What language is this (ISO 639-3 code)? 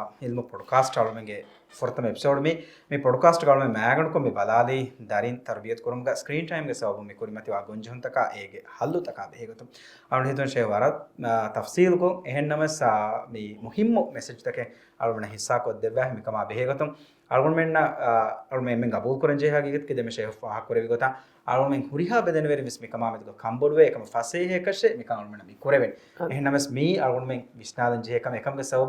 div